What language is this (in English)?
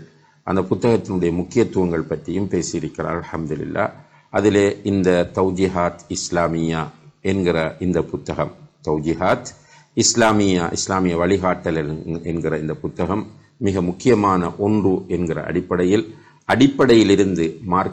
Tamil